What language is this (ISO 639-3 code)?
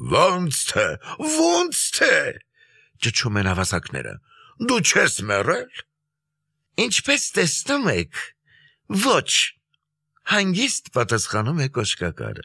hye